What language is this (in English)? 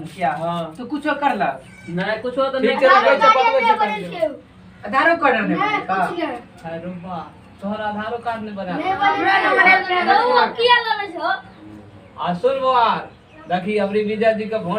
Maithili